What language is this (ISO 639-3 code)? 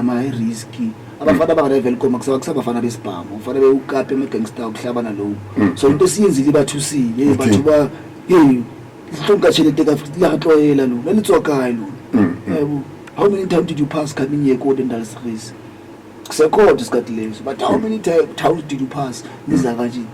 zul